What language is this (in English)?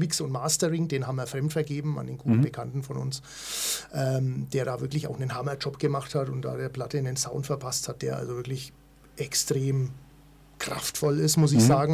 German